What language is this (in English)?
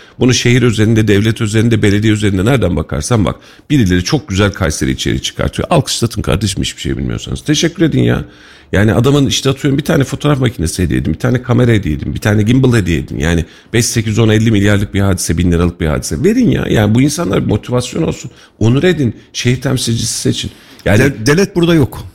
Turkish